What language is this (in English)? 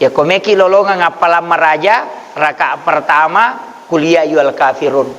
Buginese